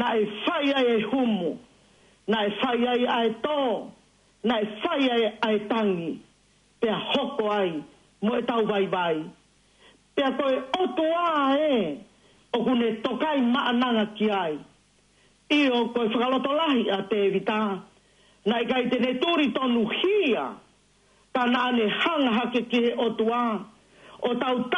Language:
Tongan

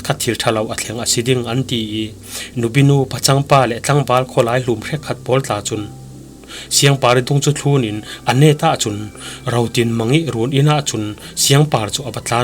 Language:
Falam Chin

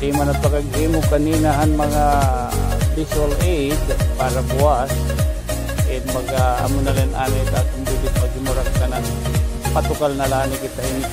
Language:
Waray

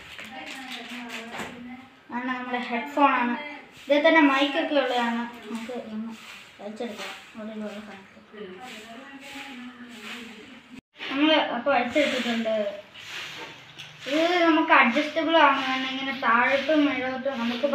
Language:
Malayalam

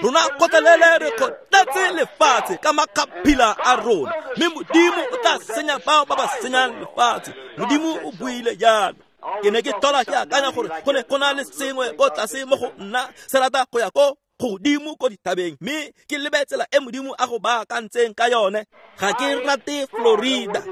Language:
Tswana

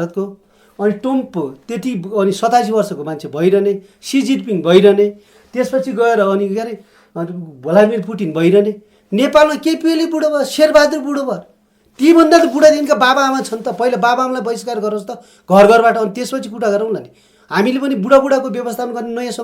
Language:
Nepali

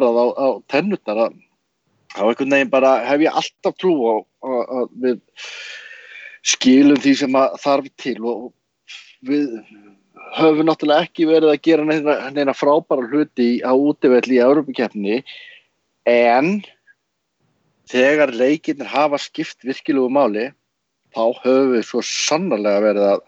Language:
Icelandic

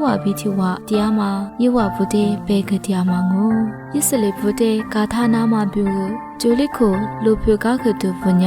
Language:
Lisu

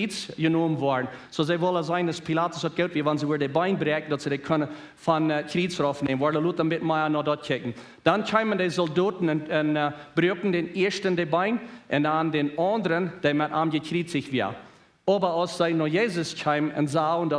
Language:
Plautdietsch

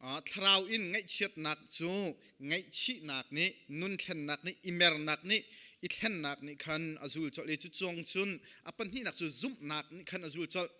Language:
Hakha Chin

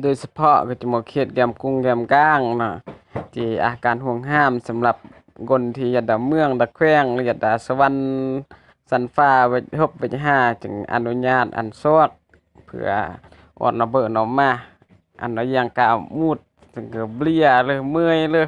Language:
Lao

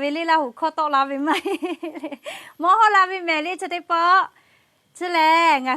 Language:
Lahu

